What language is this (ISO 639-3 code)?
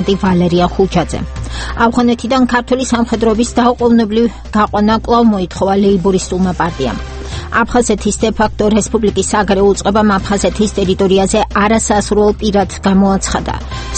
kat